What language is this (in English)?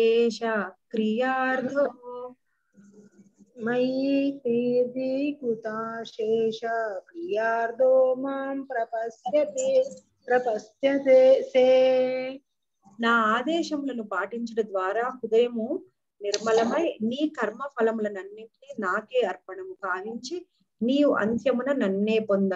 Telugu